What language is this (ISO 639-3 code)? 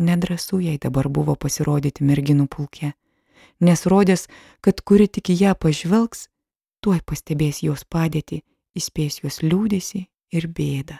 lit